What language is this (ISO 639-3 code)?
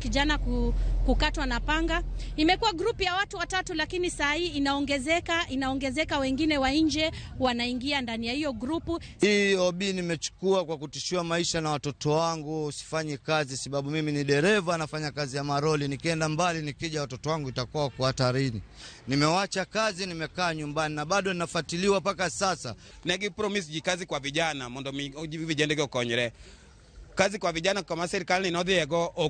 luo